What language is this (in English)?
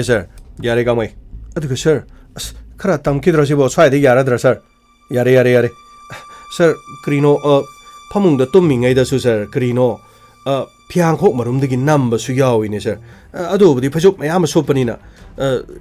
Manipuri